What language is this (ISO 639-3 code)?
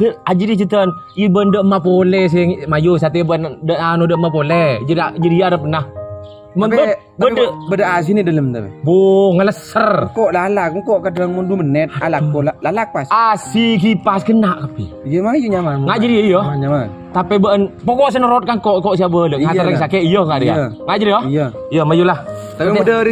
mad